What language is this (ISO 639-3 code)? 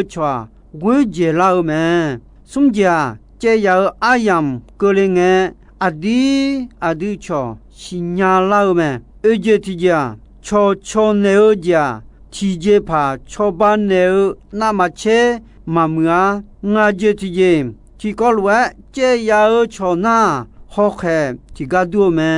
ahk